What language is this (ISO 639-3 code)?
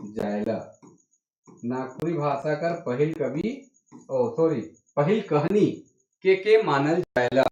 sck